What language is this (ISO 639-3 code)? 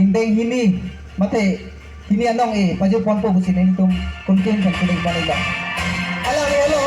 mjw